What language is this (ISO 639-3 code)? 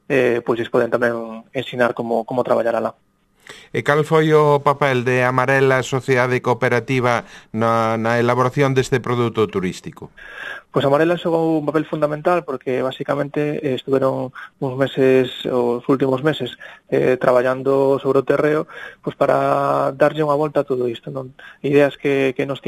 glg